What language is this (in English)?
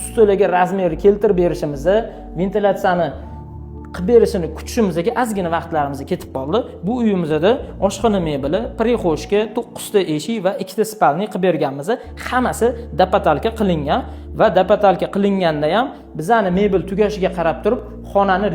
Uzbek